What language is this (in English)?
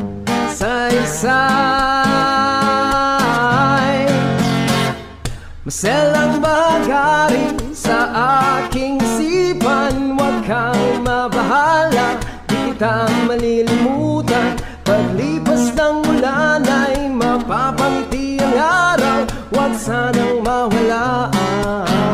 Filipino